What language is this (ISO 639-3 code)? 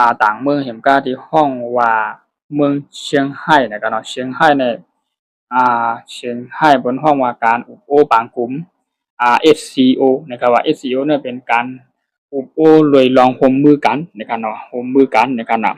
shn